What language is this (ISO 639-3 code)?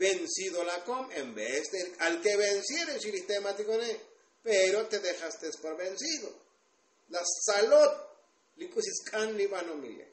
tzo